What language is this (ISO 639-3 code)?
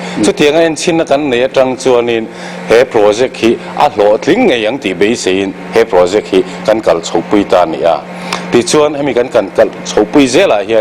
lus